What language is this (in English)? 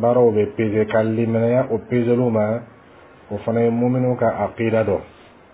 Bambara